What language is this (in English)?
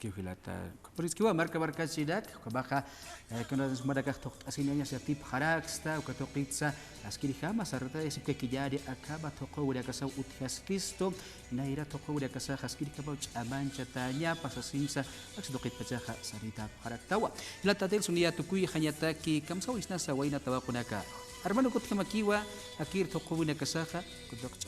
Aymara